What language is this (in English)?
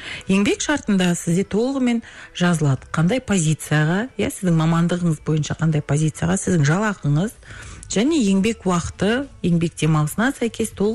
Kazakh